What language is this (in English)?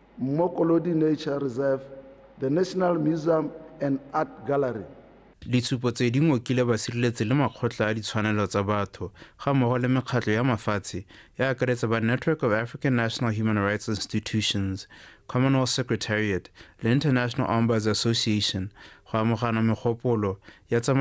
Tswana